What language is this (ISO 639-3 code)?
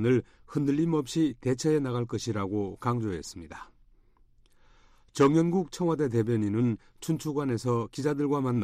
kor